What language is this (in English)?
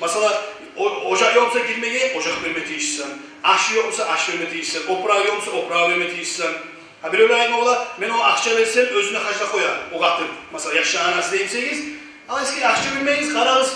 Kumyk